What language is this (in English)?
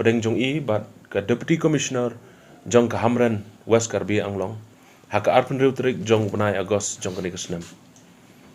Khasi